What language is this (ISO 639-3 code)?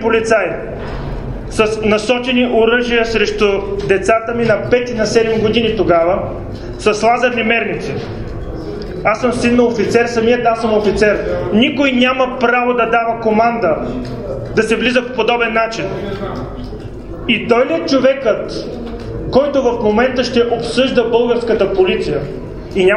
bul